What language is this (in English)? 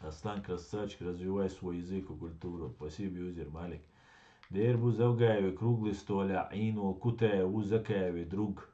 Chechen